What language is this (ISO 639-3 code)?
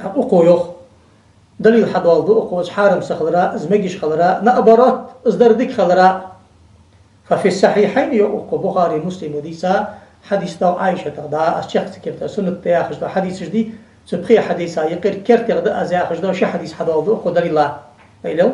inh